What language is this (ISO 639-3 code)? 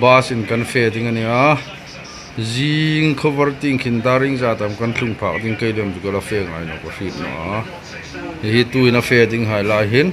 hmr